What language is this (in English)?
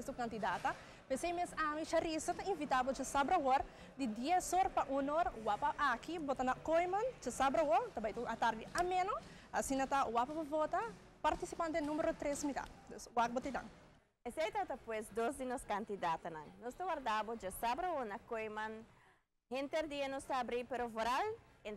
Papiamento